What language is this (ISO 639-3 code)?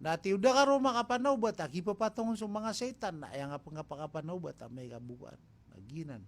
mrw